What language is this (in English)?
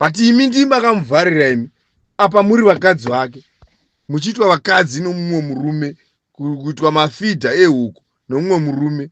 Shona